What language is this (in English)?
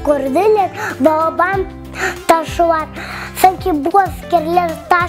Crimean Tatar